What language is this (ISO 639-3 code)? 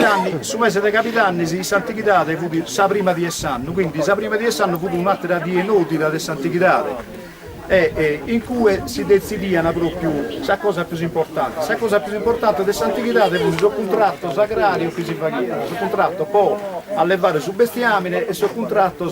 srd